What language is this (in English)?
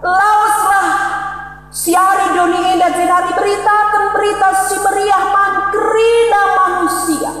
Batak Karo